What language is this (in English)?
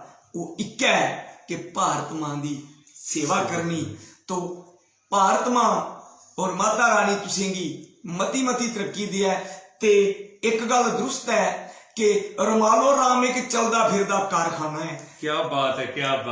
Dogri